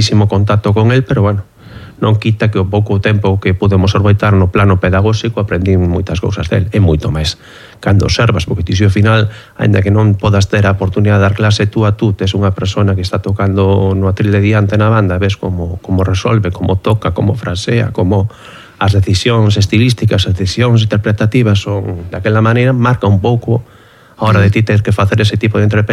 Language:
Galician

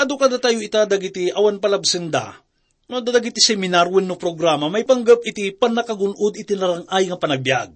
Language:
Iloko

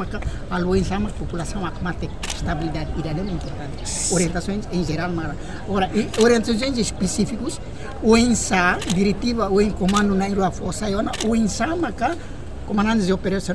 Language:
Tetum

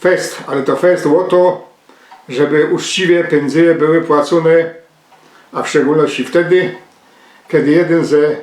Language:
Silesian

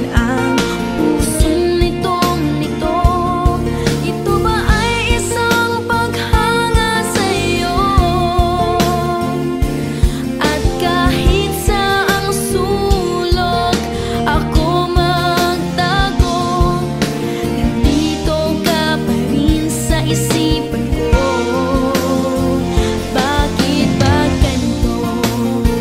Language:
Filipino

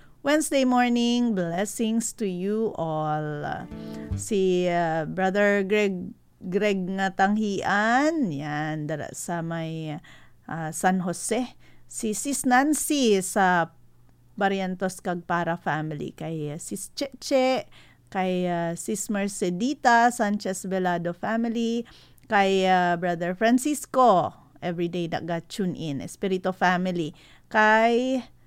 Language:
Hiligaynon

